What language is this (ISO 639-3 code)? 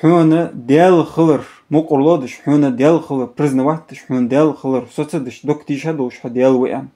inh